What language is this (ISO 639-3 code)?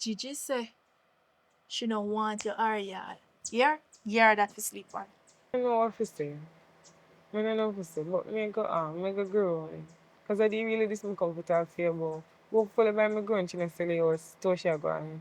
jam